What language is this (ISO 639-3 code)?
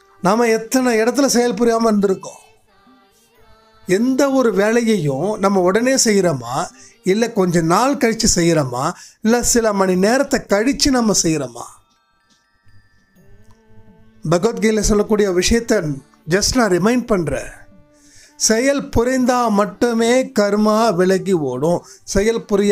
tam